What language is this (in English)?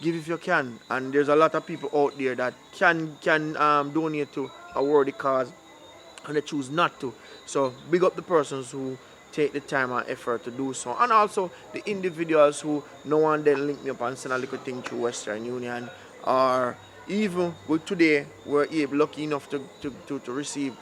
Jamaican Creole English